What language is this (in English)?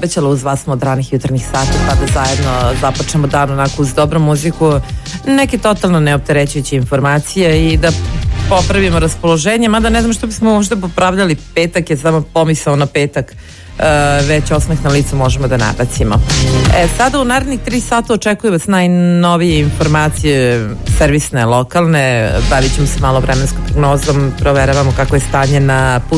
Serbian